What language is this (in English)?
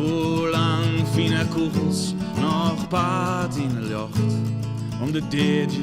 Western Frisian